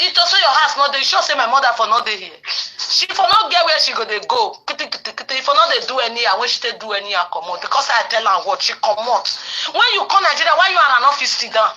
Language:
Nigerian Pidgin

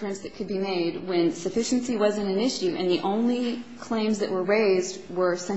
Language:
English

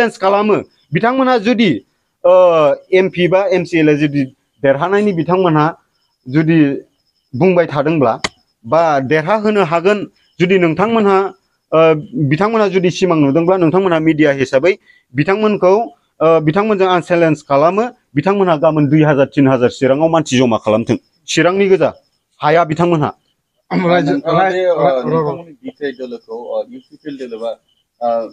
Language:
Bodo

